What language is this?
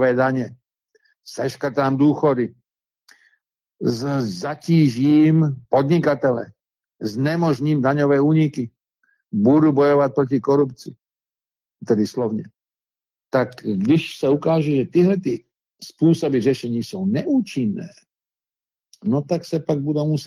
Czech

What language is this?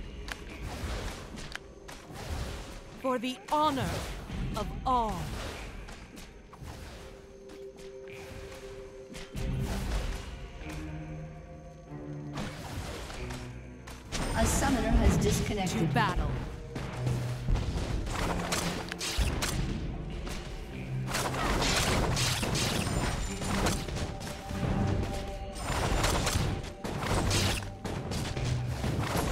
English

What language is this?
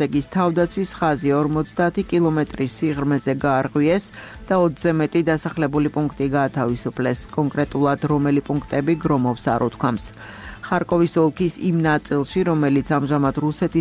Georgian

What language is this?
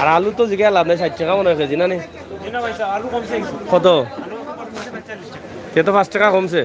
Sylheti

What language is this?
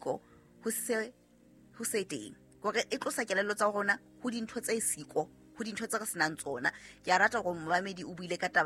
Southern Sotho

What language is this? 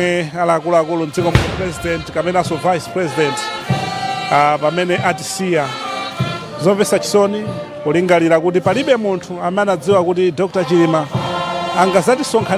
Nyanja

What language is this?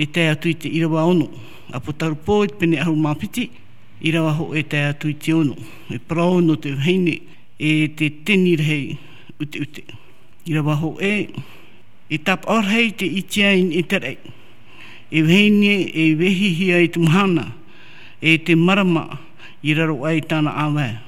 Tahitian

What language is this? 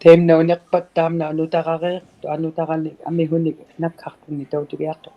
Inuktitut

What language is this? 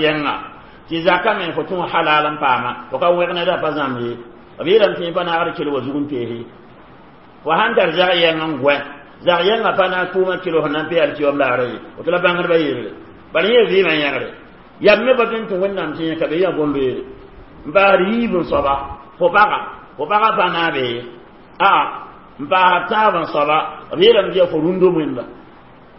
Mossi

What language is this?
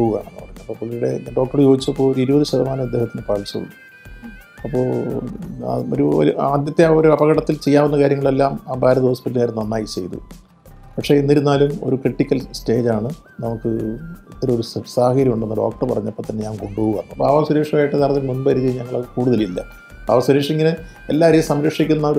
Malayalam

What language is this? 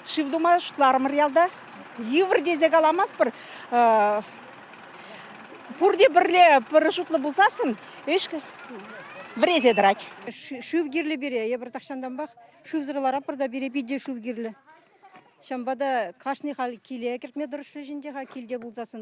Chuvash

